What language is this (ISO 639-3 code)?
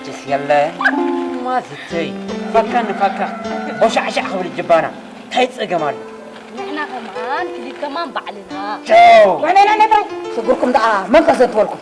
tir